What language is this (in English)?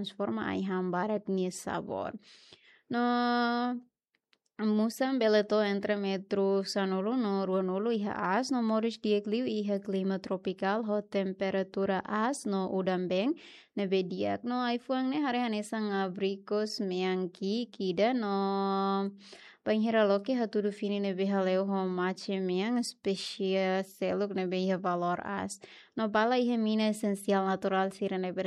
Tetum